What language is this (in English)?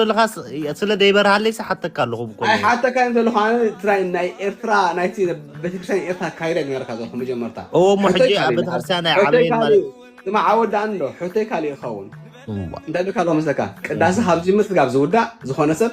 Tigrinya